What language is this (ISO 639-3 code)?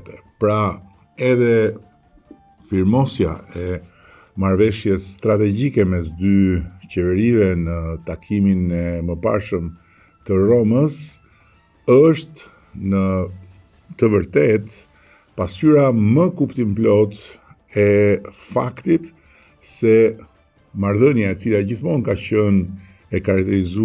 sqi